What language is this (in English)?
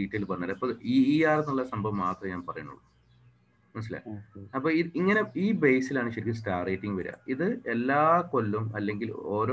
Malayalam